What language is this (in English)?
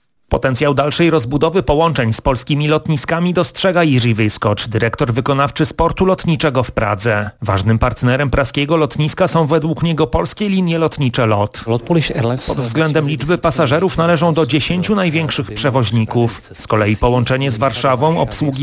Polish